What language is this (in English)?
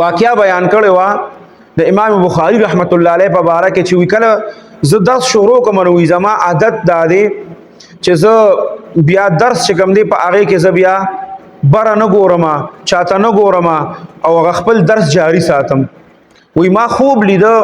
Pashto